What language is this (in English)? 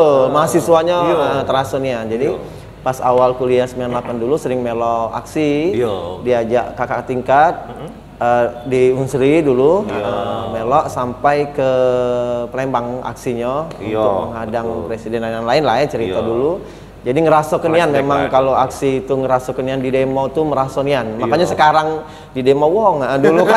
Musi